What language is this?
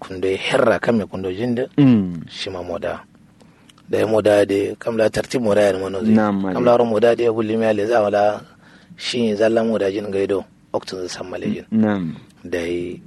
Kanuri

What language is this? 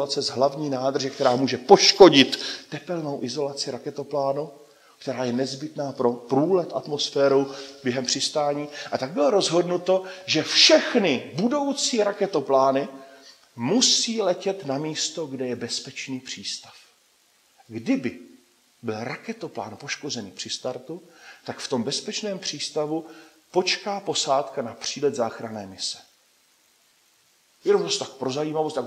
Czech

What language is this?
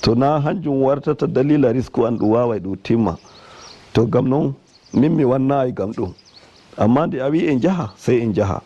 Nigerian Fulfulde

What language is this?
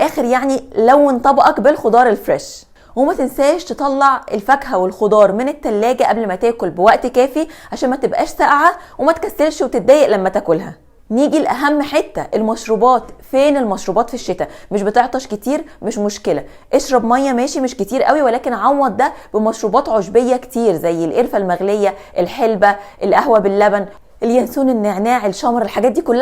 Egyptian Arabic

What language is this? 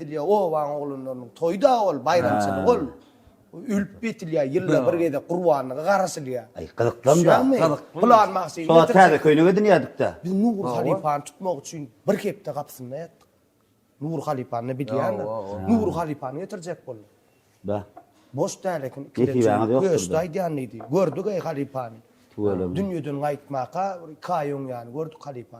Turkmen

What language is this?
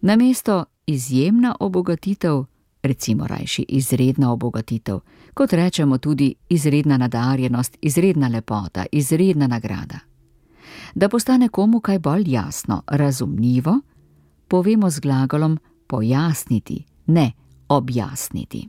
Slovenian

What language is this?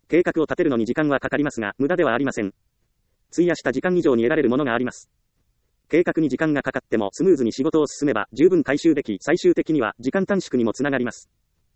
Japanese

